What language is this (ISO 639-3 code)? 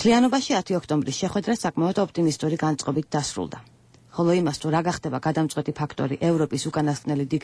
kat